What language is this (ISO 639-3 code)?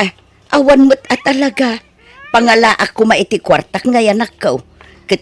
ilo